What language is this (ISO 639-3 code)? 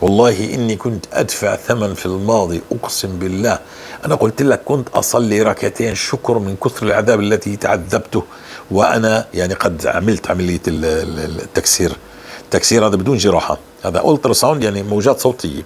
apc